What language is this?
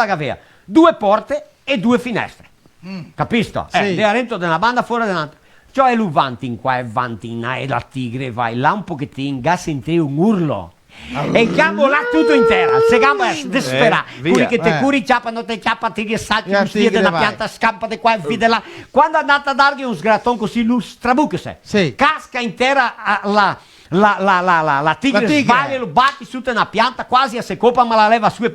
Venetian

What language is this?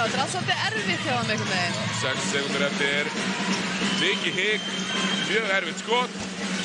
Icelandic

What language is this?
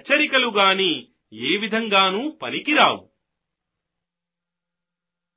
Telugu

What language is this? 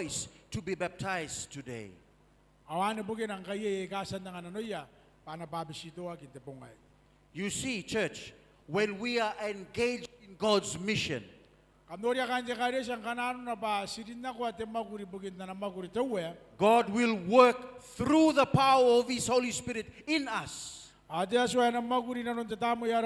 Gilbertese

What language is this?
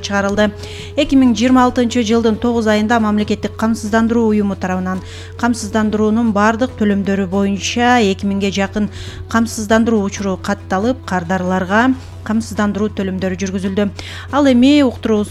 Kyrgyz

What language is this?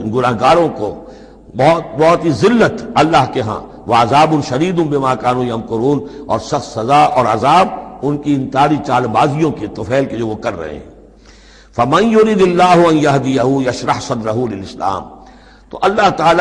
Urdu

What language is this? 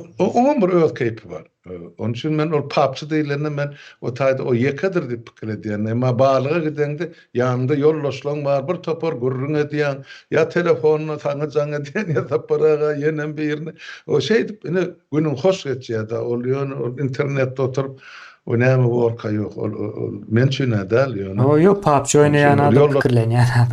Turkmen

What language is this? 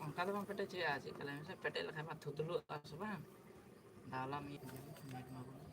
Santali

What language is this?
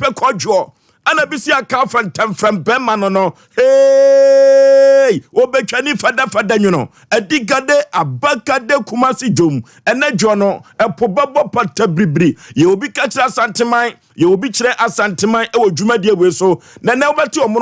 Akan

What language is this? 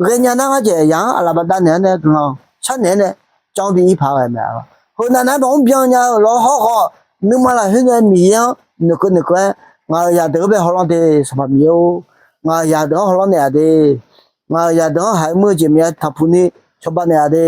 Akha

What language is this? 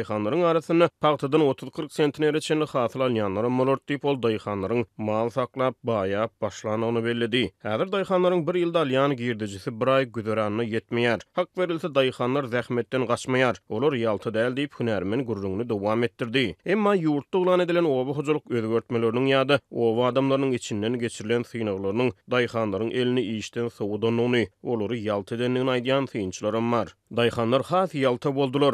Turkmen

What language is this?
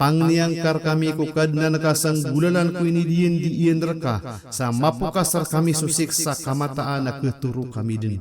Maranao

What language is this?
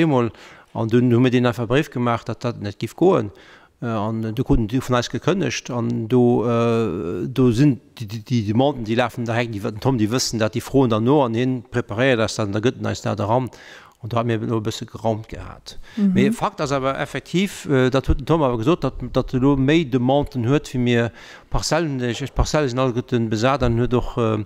Luxembourgish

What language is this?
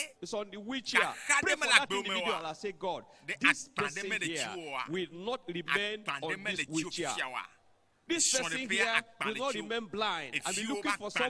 Ewe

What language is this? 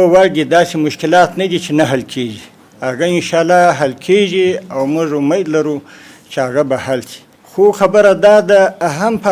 Pashto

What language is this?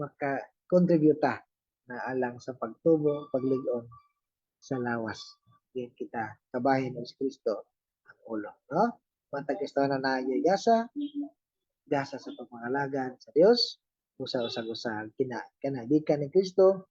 Cebuano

